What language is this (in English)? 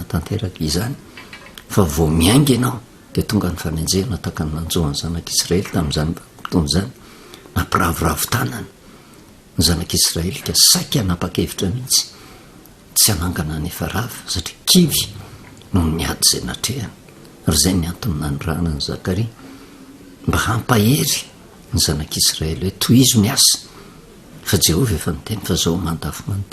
Malagasy